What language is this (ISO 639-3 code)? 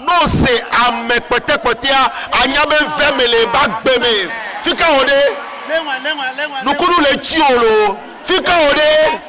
ewe